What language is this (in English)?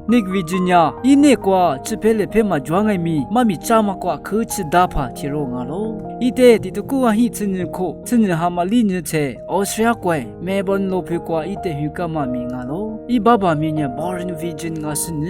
Lisu